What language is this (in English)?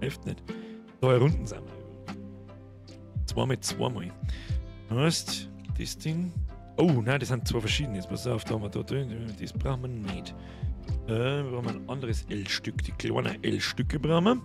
Bavarian